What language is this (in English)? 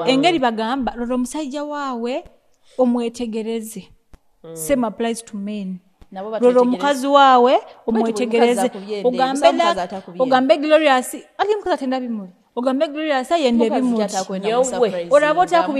Nyoro